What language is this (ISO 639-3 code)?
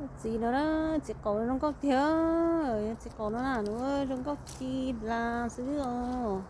hmn